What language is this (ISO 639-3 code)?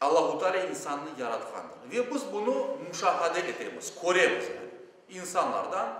crh